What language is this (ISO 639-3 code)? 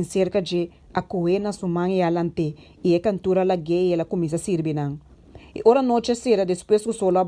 pap